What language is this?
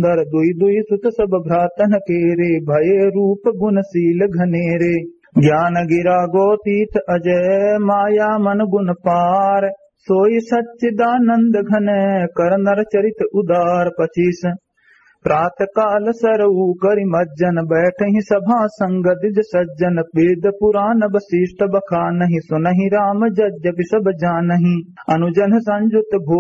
Awadhi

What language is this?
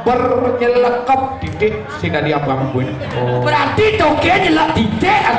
Balinese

